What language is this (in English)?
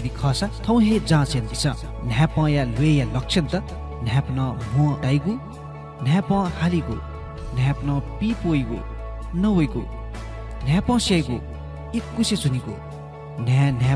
Newari